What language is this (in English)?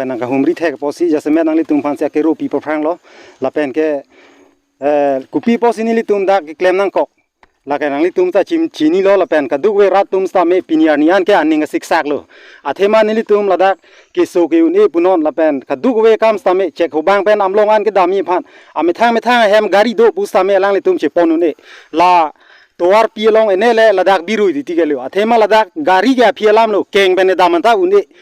Karbi